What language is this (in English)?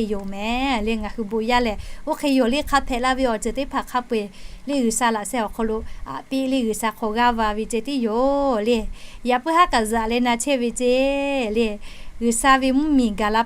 Lahu